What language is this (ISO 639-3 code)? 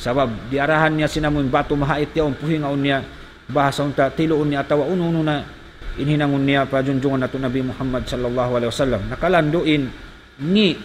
tsg